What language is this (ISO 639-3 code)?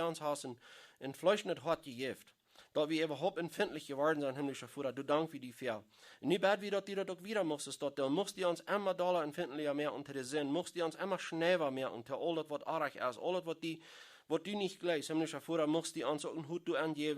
pdt